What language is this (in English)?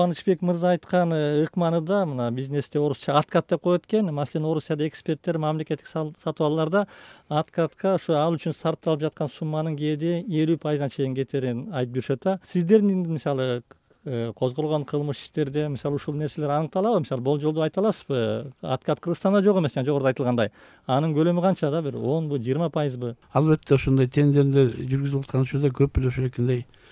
Kyrgyz